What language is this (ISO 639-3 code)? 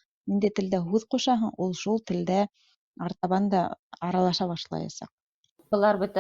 bak